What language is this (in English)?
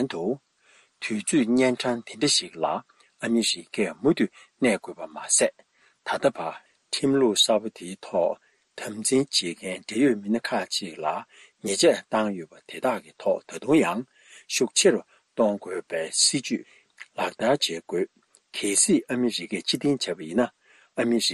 Tibetan